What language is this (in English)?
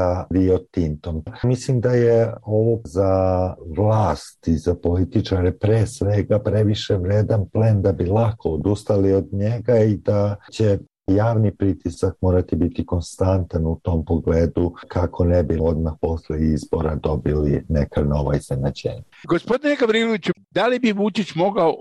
Serbian